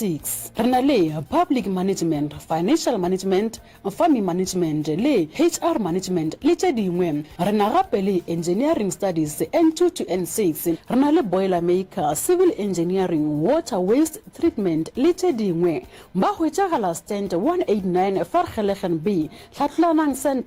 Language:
Northern Sotho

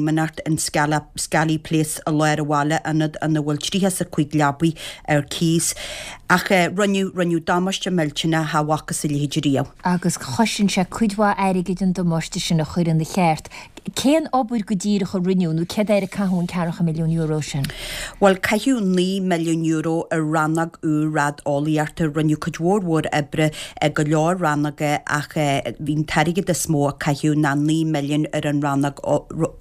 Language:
Irish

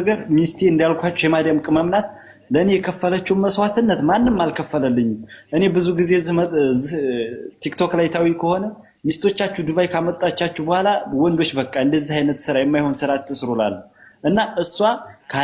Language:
Amharic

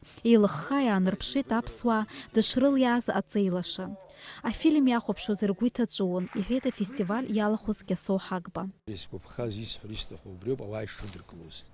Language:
Abkhazian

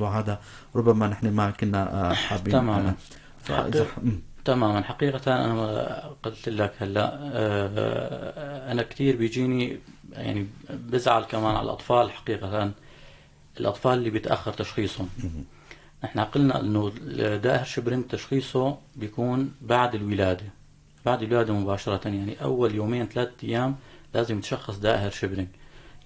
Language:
North Levantine Arabic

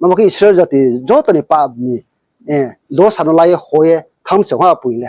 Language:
Riang (India)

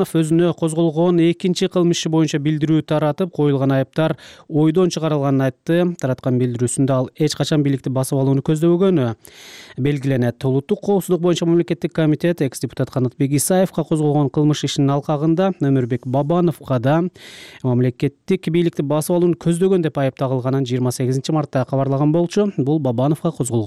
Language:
Kyrgyz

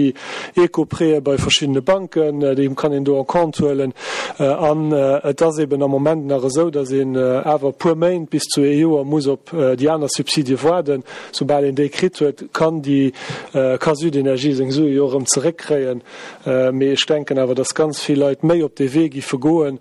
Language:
Luxembourgish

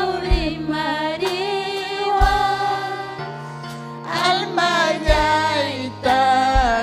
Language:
Ayacucho Quechua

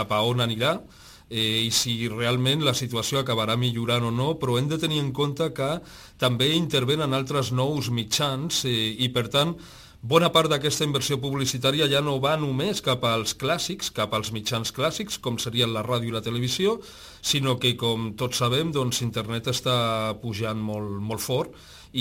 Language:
Catalan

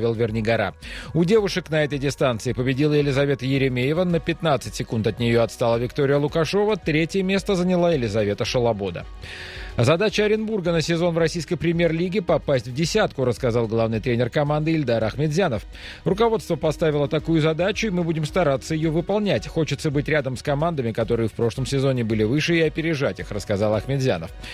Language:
Russian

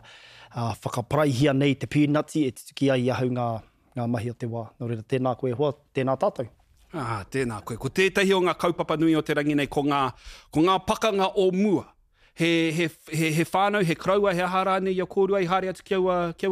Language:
Māori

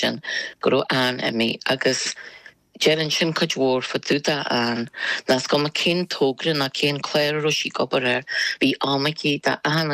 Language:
Irish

